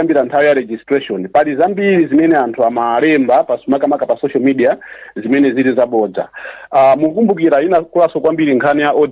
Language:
Nyanja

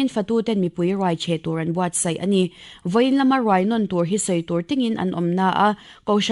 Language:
Mizo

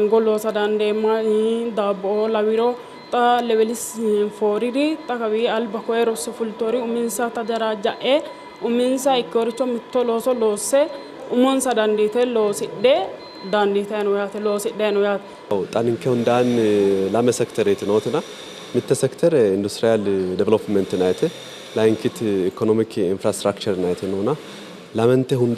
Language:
Sidamo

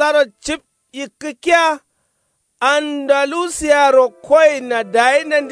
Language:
Kanuri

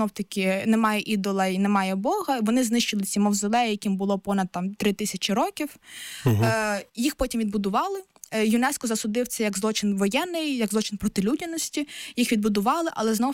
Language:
Ukrainian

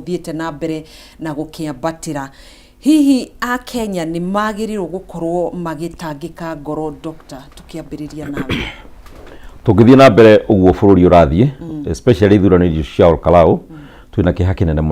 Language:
Kikuyu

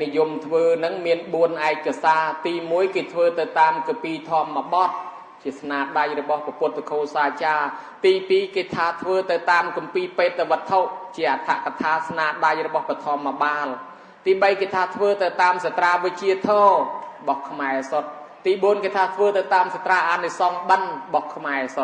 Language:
Khmer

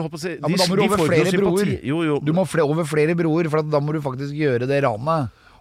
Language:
Norwegian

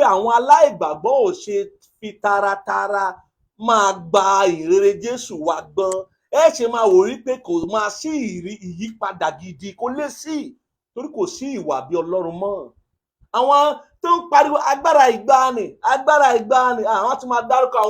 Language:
Yoruba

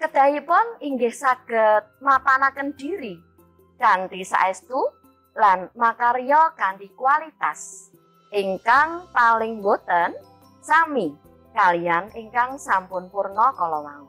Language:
Javanese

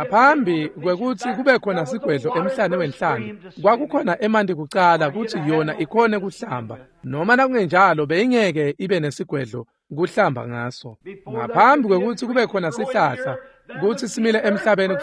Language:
Swati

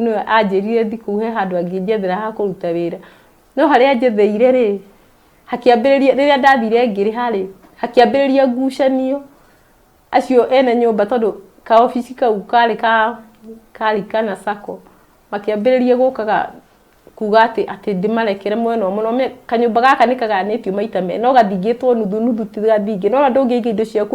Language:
Kikuyu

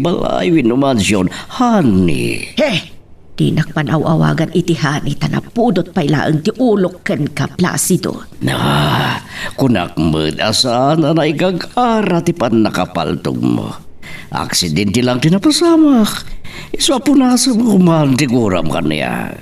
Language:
Iloko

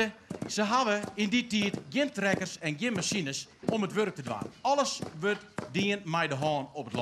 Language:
Western Frisian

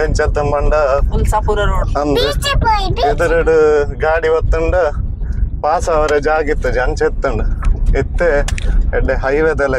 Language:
Tulu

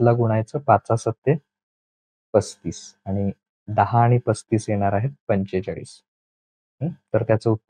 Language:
Marathi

